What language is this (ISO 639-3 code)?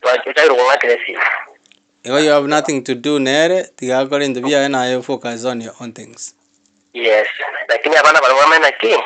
guz